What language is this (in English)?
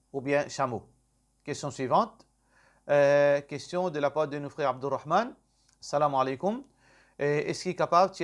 Morisyen